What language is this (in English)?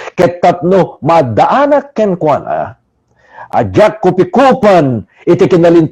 Iloko